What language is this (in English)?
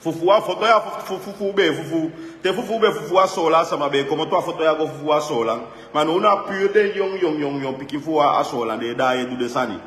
Sranan Tongo